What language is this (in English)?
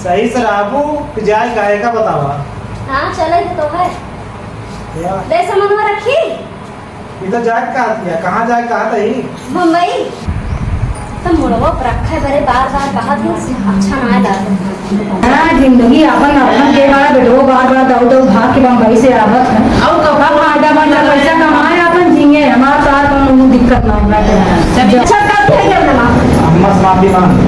Awadhi